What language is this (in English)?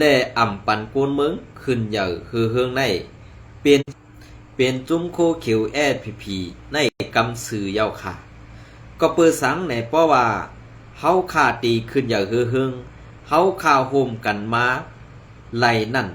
Shan